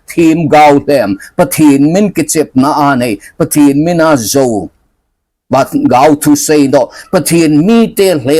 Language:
Thado Chin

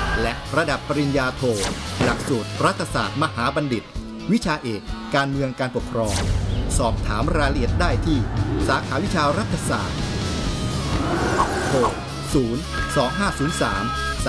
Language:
Thai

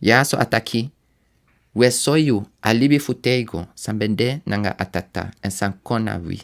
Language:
Sranan Tongo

